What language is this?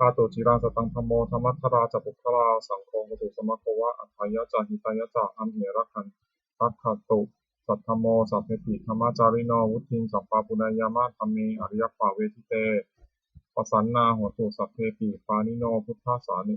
Pali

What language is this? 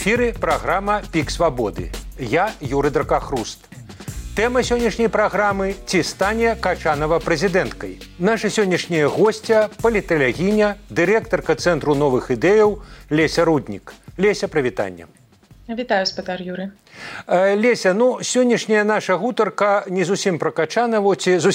Belarusian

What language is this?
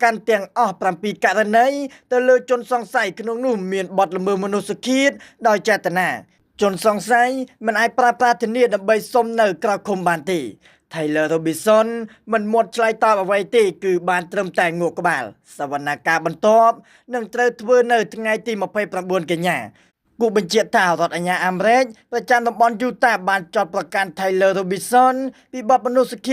Khmer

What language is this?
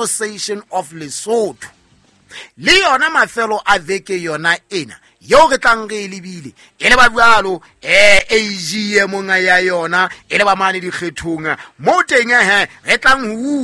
Southern Sotho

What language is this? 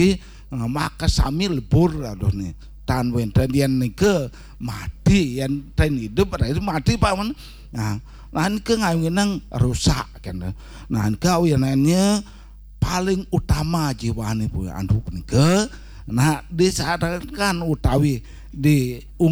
Balinese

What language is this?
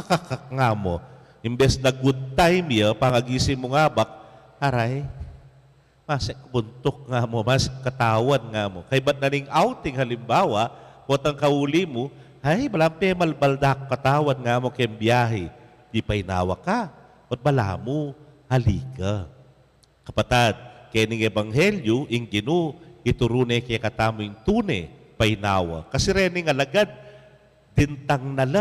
Pampanga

